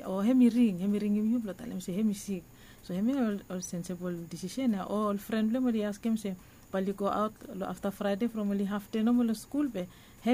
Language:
Bislama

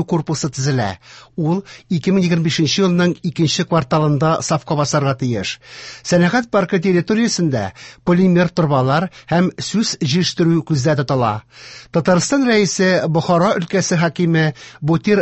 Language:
Tatar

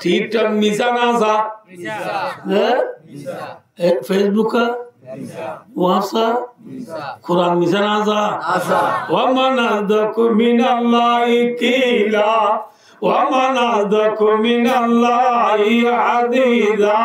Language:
Rohingya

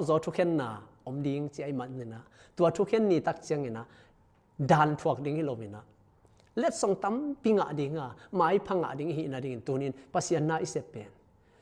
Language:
Tedim Chin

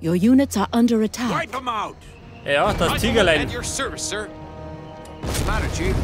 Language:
Bavarian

